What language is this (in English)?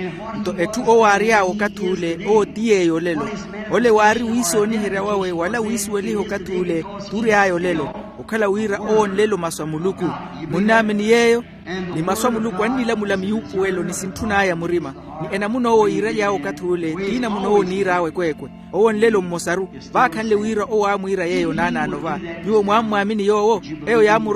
Makhuwa